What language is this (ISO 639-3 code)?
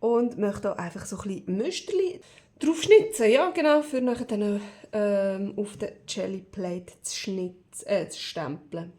gsw